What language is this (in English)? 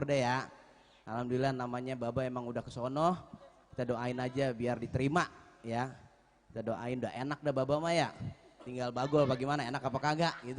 Betawi